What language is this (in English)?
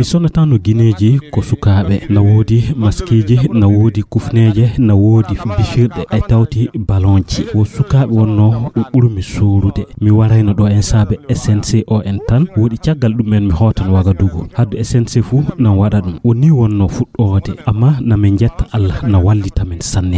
Fula